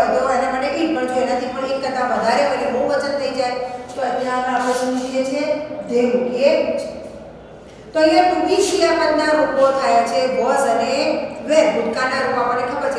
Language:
Gujarati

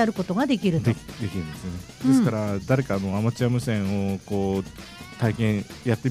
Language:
Japanese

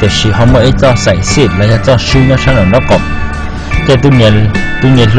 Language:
Hmong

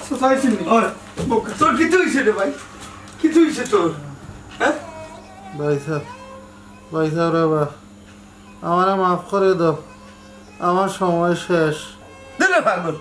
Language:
Sylheti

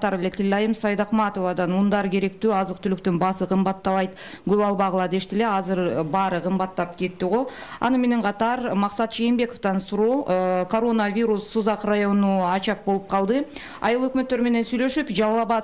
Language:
Kyrgyz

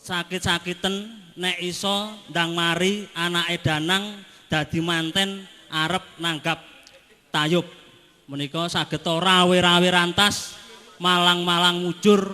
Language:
Javanese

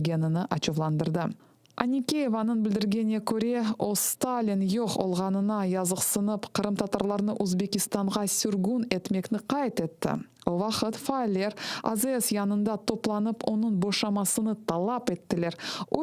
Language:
Crimean Tatar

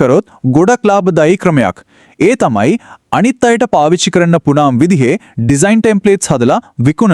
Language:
Sinhala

